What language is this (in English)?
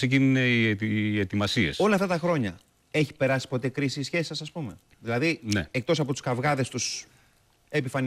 Greek